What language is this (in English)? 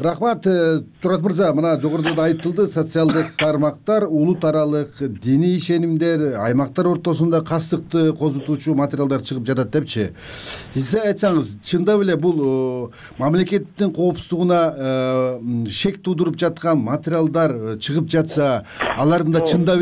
Kyrgyz